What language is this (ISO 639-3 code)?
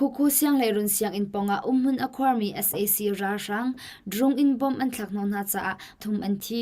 cnh